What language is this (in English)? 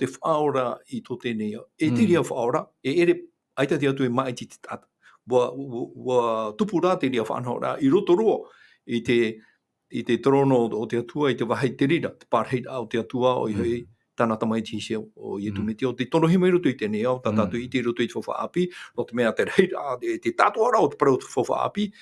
Tahitian